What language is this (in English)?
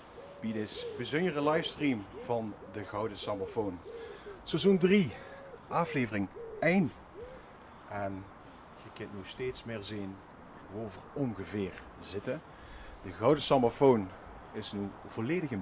Limburgish